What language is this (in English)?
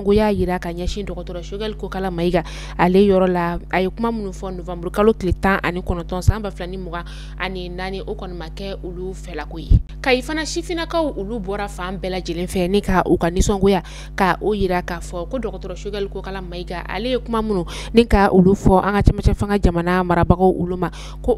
Bambara